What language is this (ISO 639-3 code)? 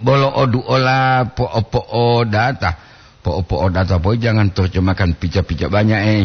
gor